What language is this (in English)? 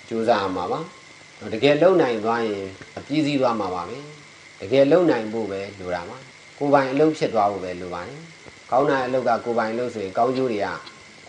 Burmese